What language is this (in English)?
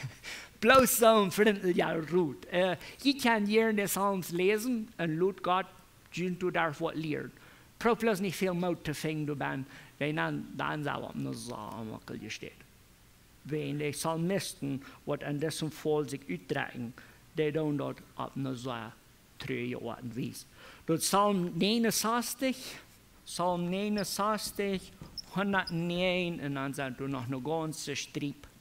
Plautdietsch